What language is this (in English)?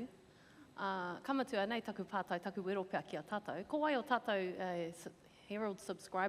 Māori